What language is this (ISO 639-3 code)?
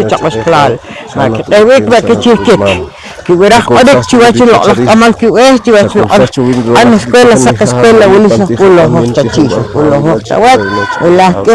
poh